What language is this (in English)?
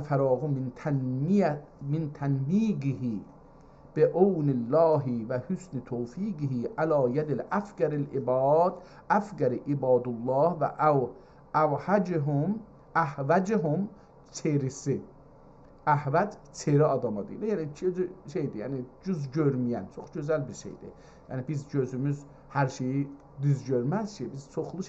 South Azerbaijani